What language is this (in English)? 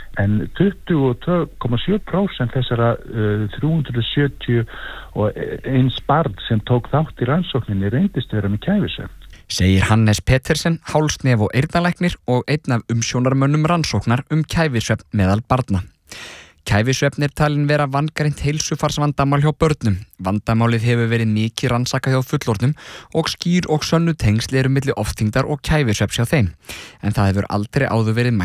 Icelandic